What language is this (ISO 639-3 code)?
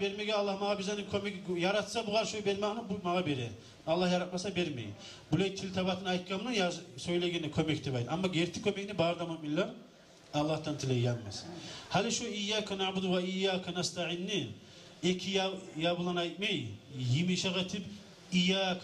kum